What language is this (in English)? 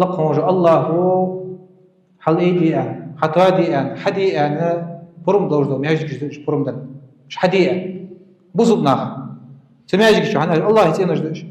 Ingush